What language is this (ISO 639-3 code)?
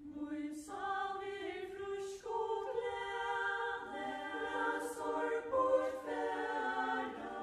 fao